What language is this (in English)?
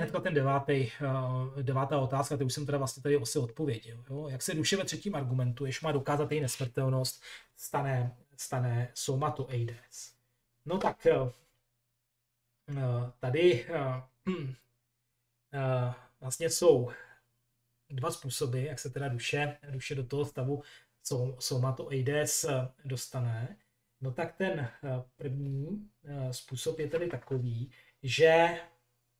Czech